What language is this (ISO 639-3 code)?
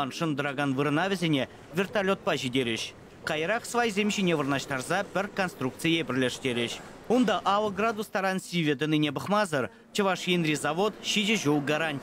chv